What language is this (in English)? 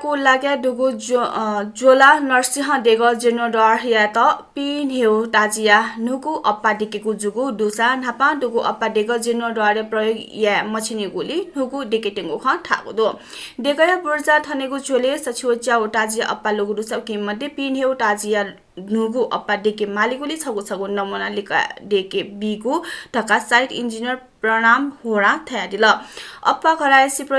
Newari